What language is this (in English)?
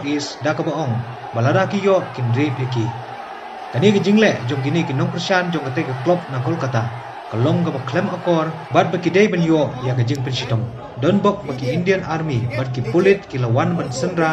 Khasi